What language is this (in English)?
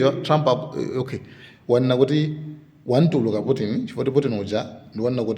Nyanja